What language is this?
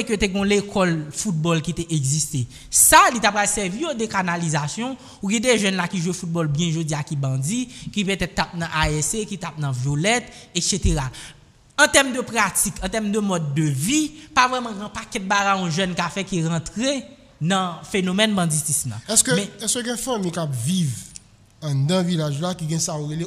French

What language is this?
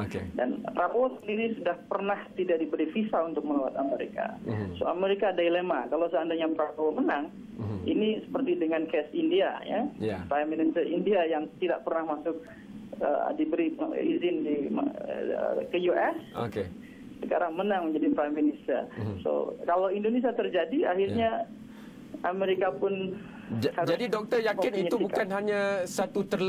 Malay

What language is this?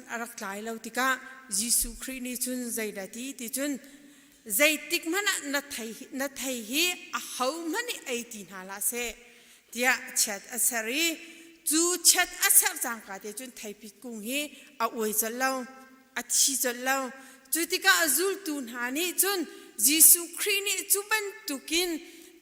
Hakha Chin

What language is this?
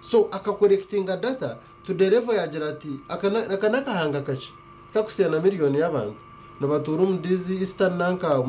Nyankole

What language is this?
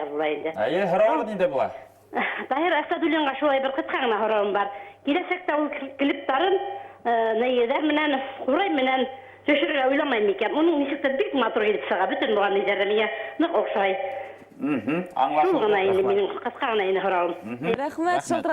Bashkir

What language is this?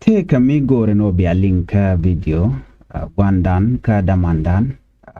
Nuer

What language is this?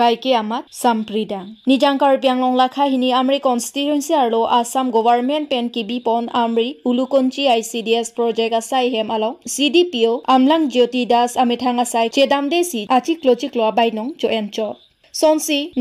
Karbi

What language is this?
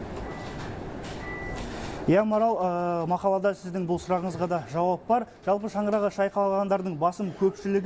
Kazakh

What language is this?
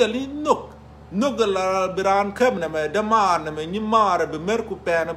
Nuer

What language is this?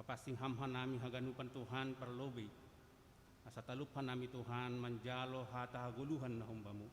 Batak Simalungun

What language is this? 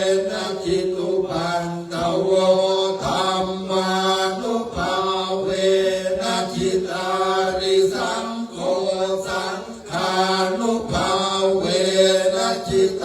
Pali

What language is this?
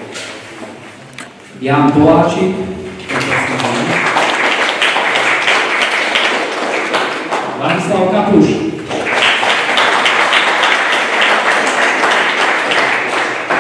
Slovak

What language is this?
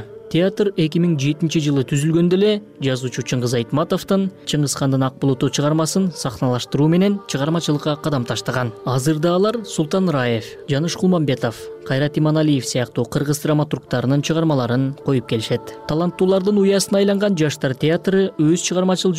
Kyrgyz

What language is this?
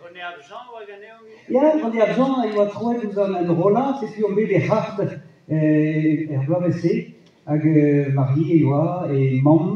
Breton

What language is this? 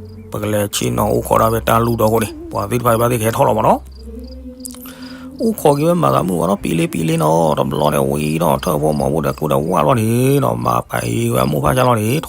S'gaw Karen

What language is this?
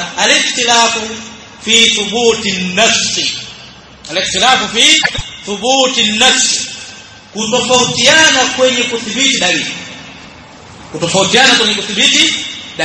Swahili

